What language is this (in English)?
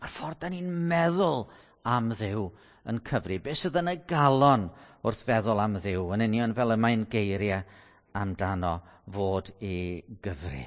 Welsh